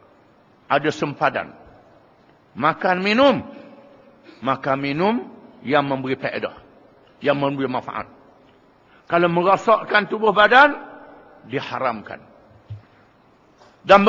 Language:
Malay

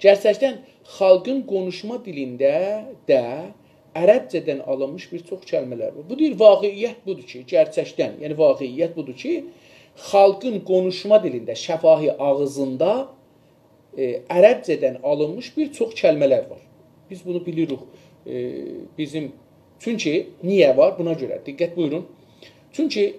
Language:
South Azerbaijani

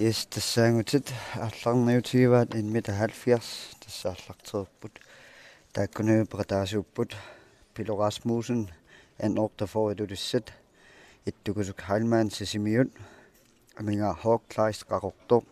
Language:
Kalaallisut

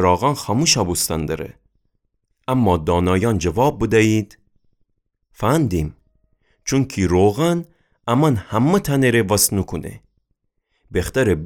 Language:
Gilaki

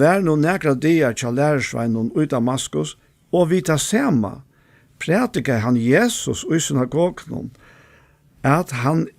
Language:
Faroese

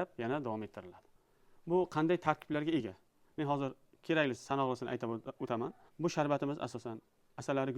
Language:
Uzbek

